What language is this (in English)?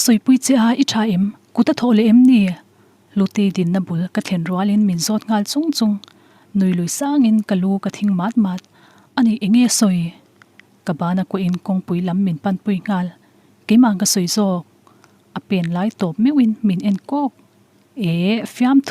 Mizo